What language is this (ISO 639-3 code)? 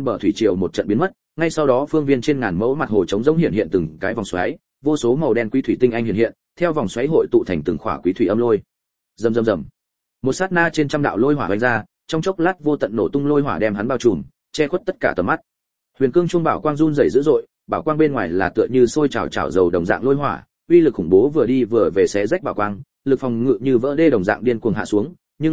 vie